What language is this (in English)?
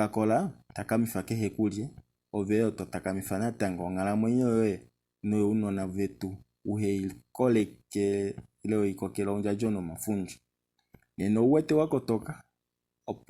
Kuanyama